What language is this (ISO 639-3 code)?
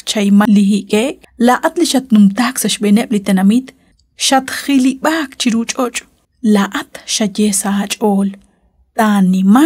kek